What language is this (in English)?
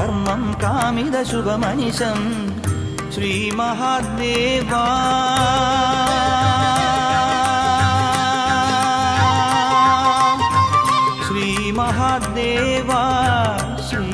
Malayalam